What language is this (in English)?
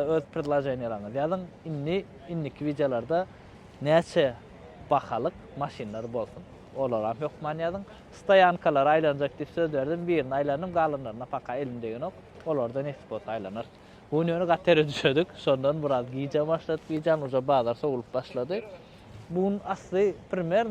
Turkmen